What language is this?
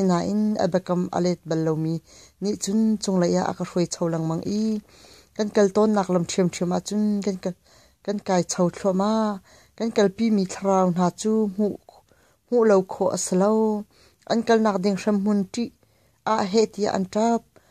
Hakha Chin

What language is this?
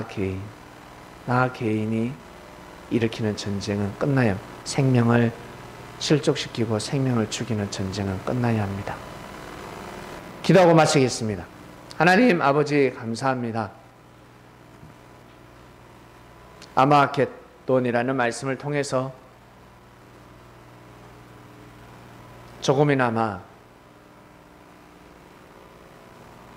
Korean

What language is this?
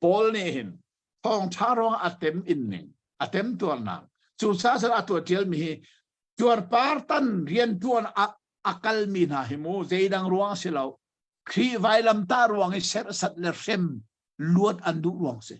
Hakha Chin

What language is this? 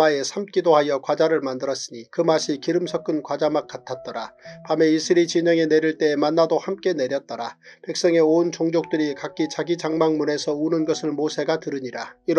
Korean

